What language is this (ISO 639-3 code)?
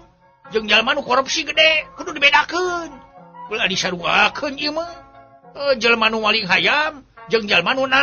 sun